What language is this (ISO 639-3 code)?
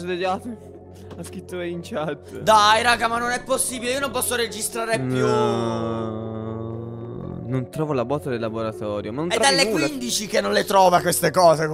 ita